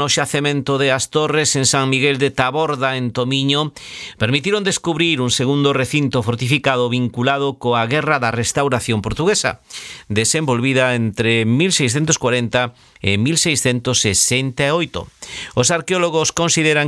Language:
Galician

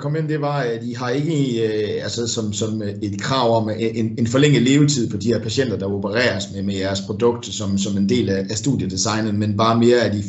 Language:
Danish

